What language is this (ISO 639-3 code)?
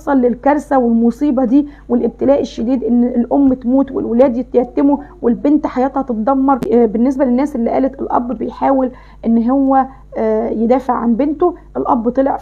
arz